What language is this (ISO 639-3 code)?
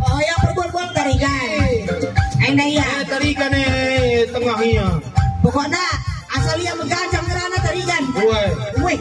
btx